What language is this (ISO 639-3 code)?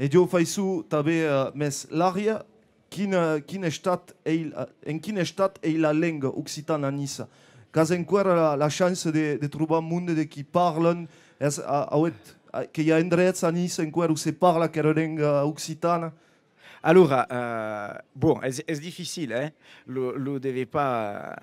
oci